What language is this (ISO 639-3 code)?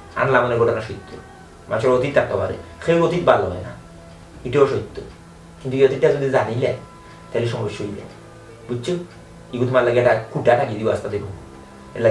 syl